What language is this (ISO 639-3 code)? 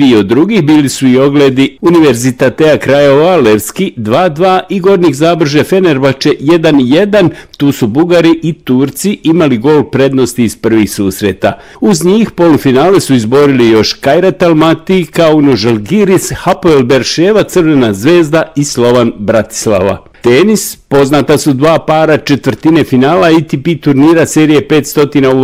bos